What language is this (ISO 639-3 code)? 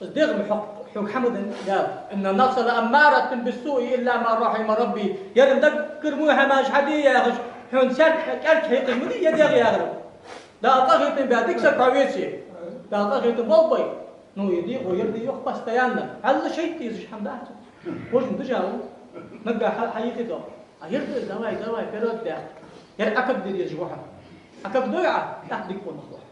inh